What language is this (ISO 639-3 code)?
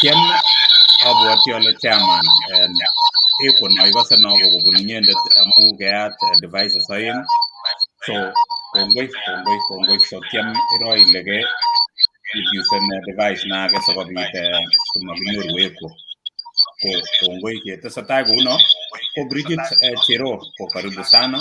kln